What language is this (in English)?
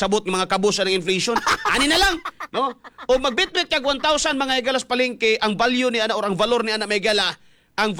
Cebuano